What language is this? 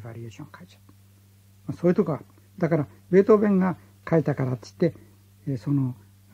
Japanese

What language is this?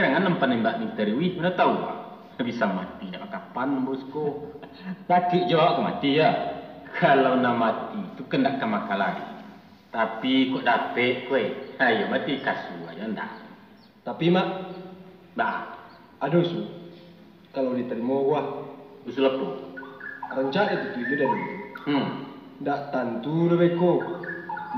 Minangkabau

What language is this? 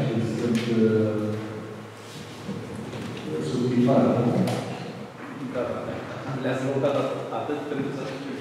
Romanian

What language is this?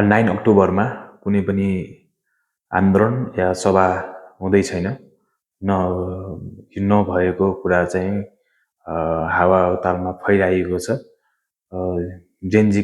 Nepali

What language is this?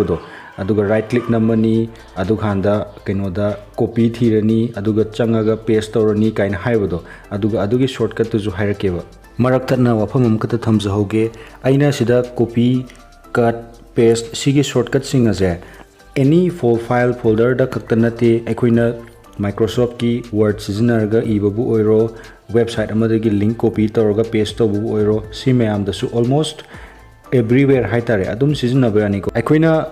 Manipuri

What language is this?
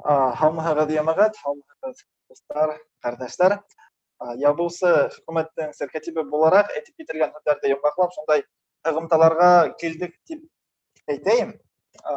Bashkir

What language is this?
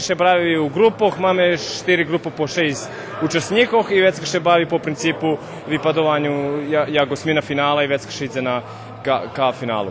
Rusyn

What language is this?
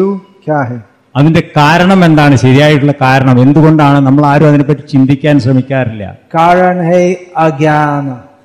Malayalam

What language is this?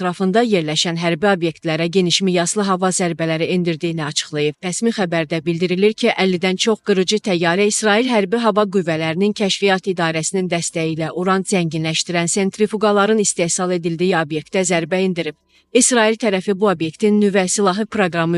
Azerbaijani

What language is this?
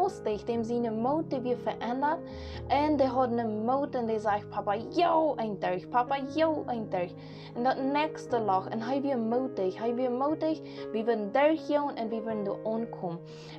Plautdietsch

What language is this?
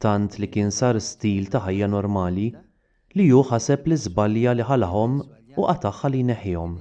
Maltese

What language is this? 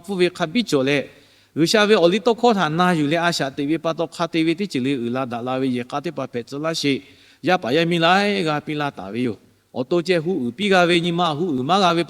Lahu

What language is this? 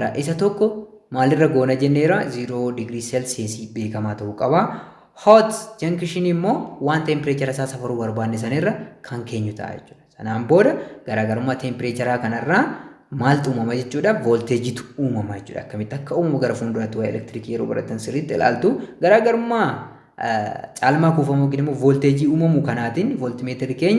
Oromo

